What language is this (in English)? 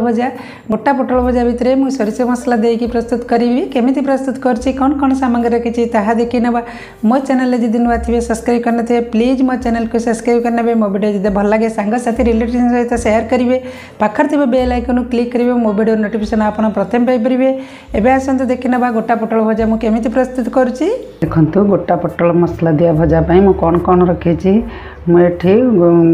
Odia